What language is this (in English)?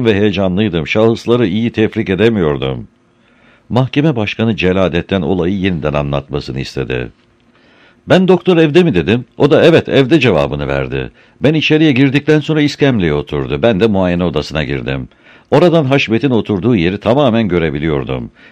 Turkish